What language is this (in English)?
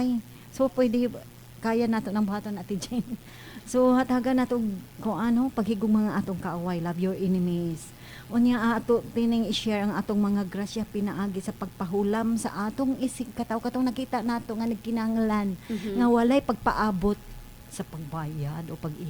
Cebuano